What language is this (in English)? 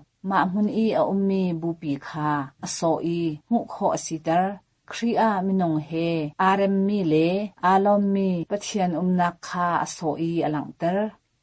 Hakha Chin